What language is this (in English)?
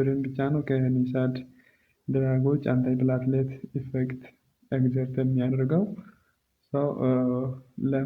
Amharic